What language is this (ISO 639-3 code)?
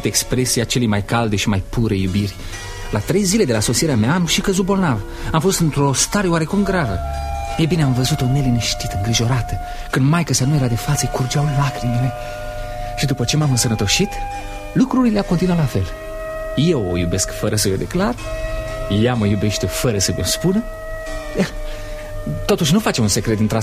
ron